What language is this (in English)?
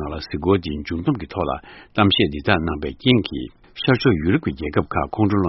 Tibetan